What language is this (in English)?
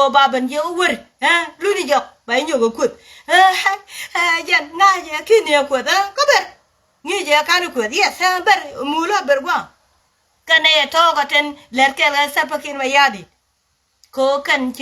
Nuer